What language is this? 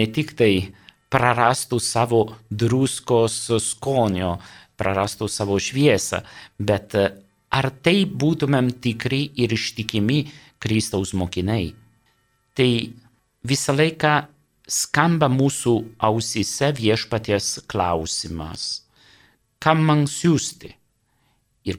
Lithuanian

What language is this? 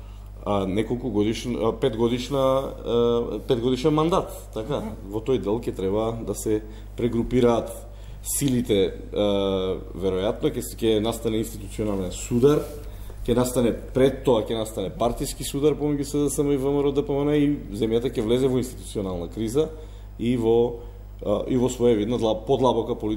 Macedonian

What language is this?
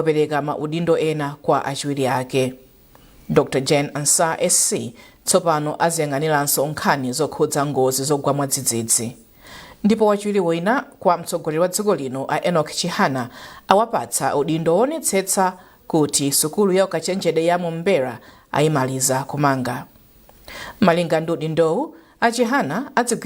Nyanja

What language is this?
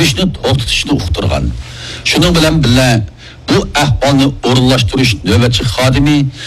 Uyghur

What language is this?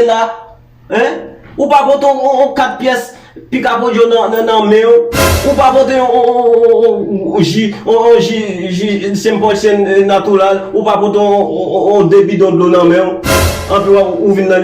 Haitian Creole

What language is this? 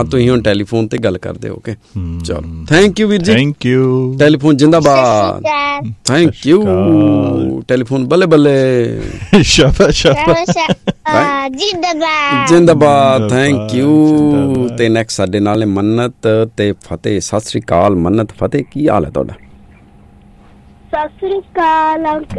Punjabi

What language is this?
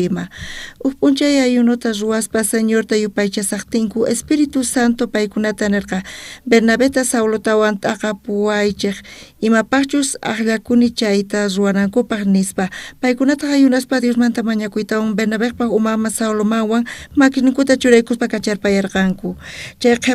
South Bolivian Quechua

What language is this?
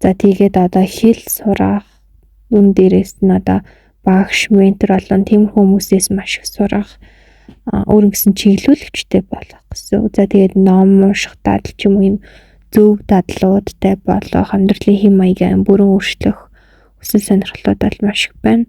Mongolian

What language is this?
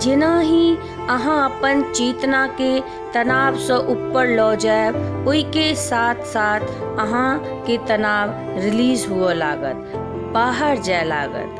Maithili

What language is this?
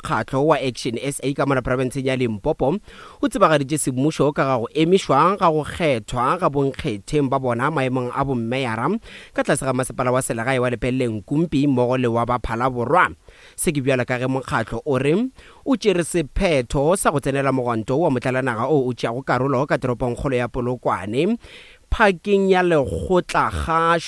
Northern Sotho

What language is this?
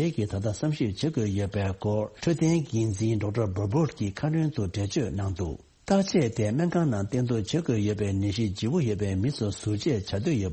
Tibetan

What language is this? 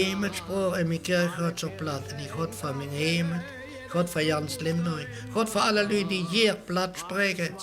Limburgish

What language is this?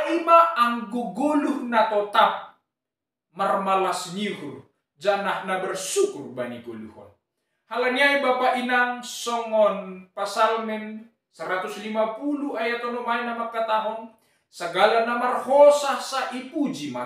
Batak Simalungun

